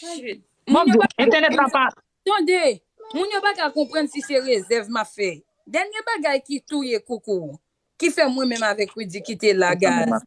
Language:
Haitian Creole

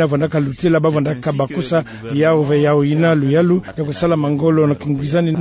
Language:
Kituba (Democratic Republic of Congo)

